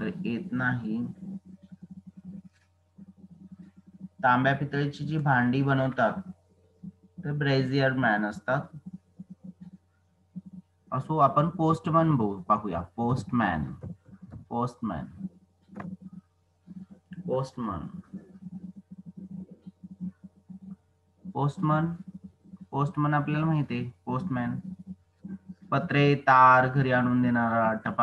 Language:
Marathi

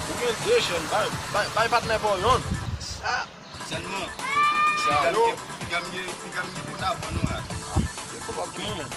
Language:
Haitian Creole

